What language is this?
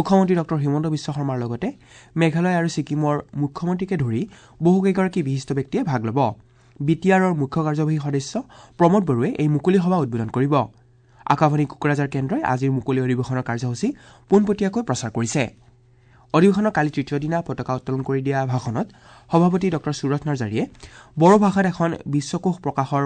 Assamese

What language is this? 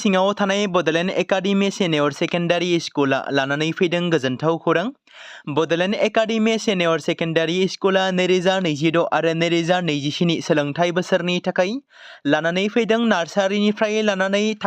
Bodo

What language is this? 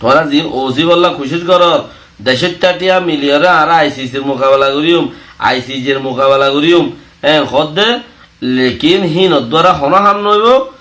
Rohingya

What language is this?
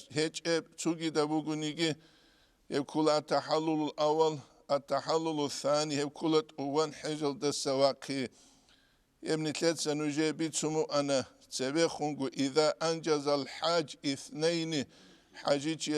Avaric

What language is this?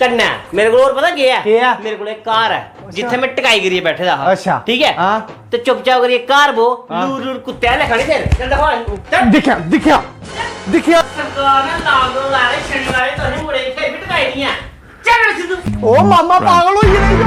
Dogri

